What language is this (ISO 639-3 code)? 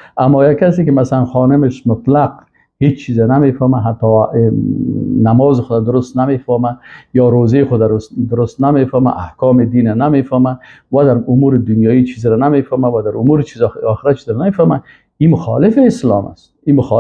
fas